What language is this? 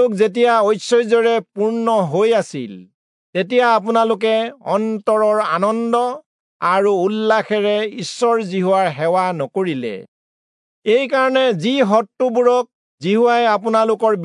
Assamese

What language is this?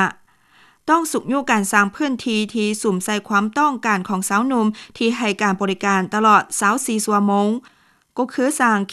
Lao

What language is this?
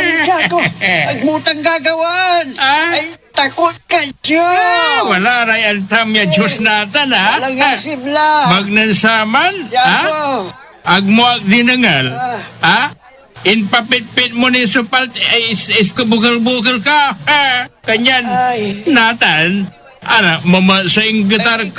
Pangasinan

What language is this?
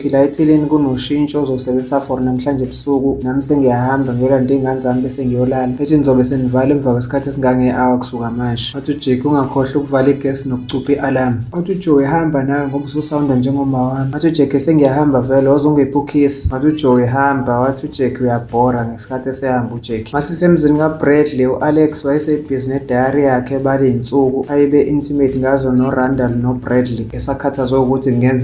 Zulu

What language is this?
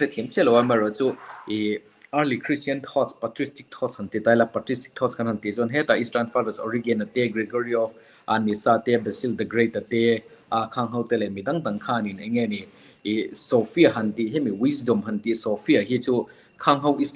Mizo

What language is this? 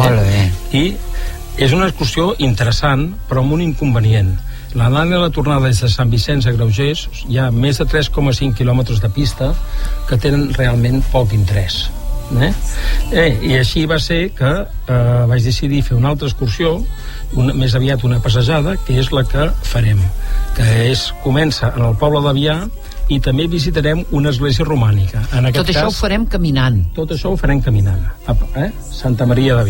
Catalan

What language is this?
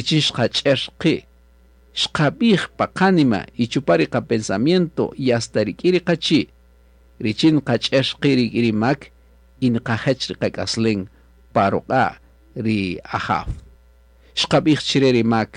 Kaqchikel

